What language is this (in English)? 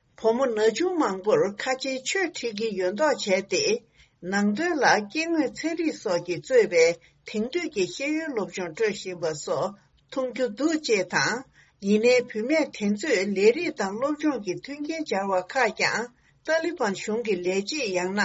Tibetan